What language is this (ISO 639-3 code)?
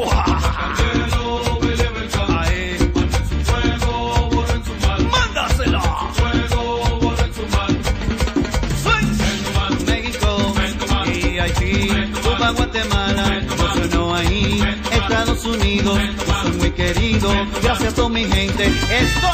spa